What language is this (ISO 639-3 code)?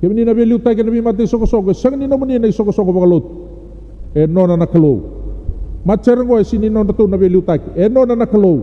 fij